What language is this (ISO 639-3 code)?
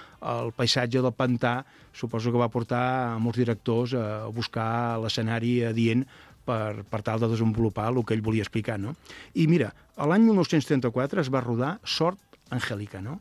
cat